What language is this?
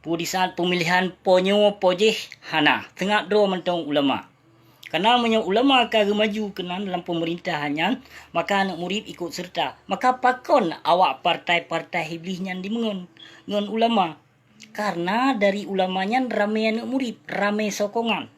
Achinese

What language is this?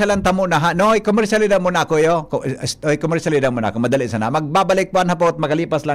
Bikol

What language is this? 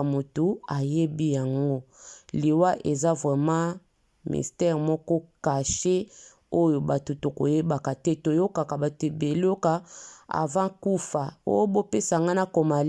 Lingala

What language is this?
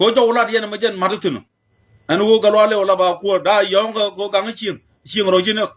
Nuer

